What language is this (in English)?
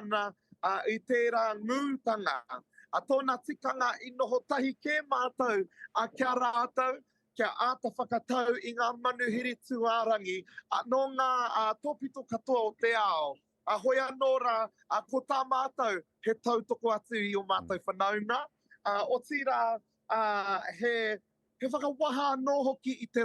Māori